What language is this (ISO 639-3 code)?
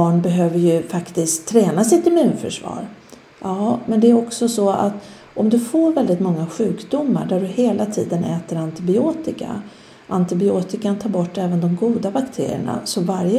swe